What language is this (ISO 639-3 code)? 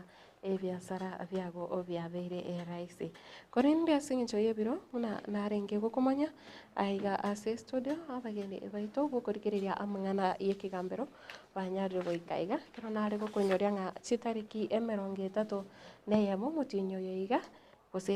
guz